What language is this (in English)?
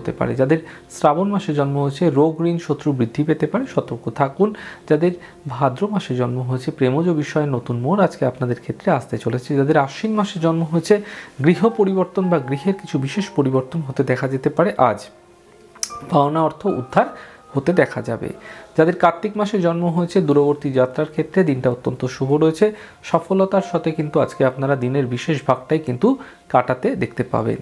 Bangla